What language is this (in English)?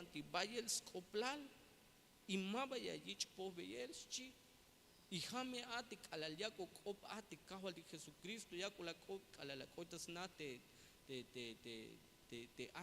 Tzeltal